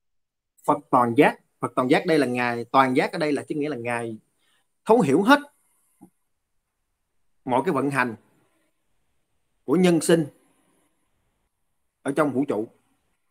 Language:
Vietnamese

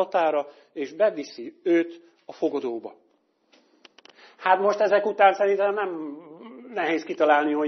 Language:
Hungarian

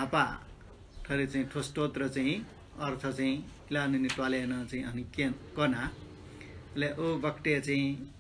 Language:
Newari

